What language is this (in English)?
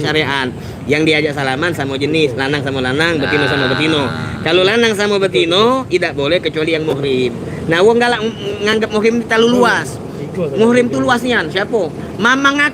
Musi